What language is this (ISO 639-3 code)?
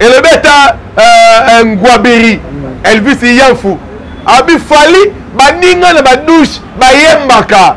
lin